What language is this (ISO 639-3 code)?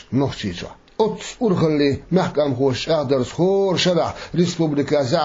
che